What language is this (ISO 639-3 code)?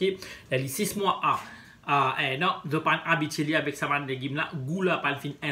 mfe